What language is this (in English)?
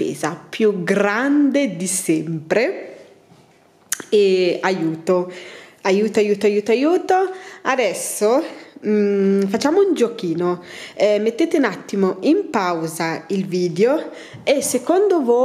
Italian